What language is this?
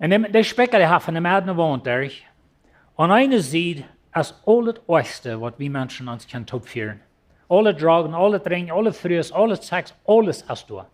Plautdietsch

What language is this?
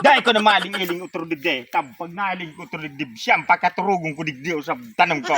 Bikol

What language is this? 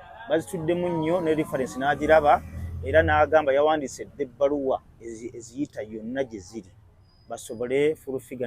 Ganda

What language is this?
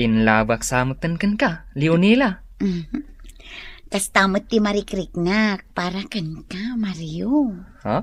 Iloko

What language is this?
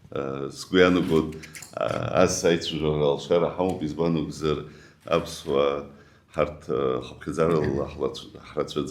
Abkhazian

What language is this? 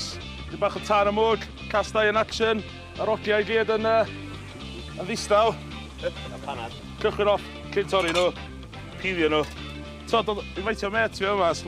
Welsh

